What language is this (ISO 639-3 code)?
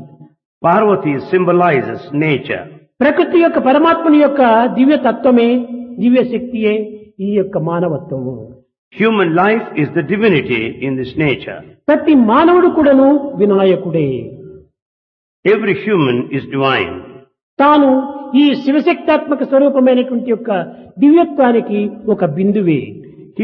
tel